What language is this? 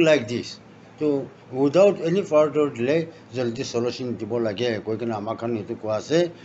Naga Pidgin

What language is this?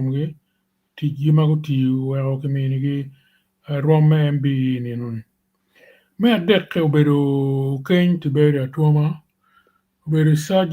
Acoli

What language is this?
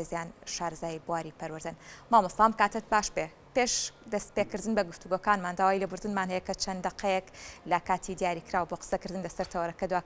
Central Kurdish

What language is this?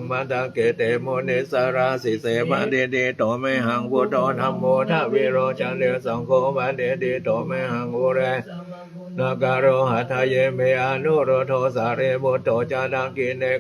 Pali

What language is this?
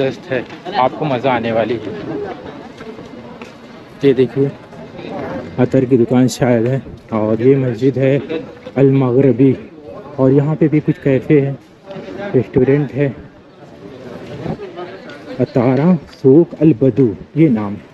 Hindi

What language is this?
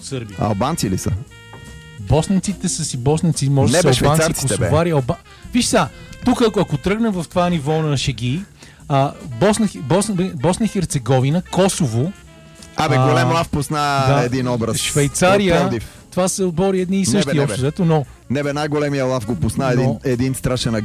Bulgarian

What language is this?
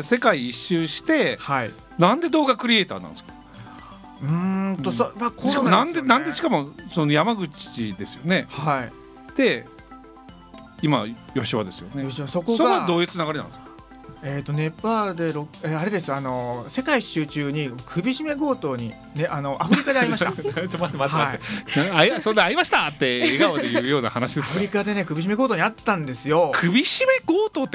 Japanese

